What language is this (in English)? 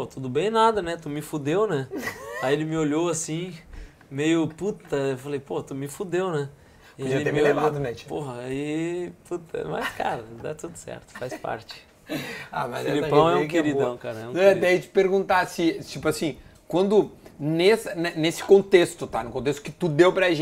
Portuguese